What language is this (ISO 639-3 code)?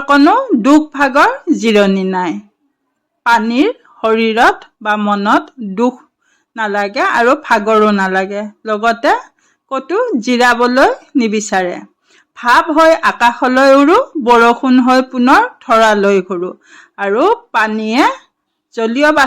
asm